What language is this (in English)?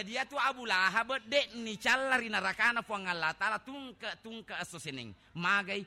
Buginese